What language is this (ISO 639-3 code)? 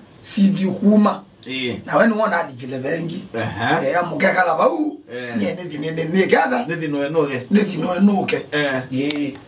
kam